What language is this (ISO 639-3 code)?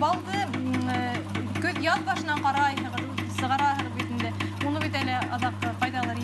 bak